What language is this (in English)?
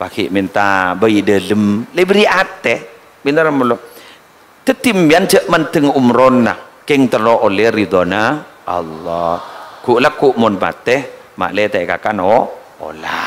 Madurese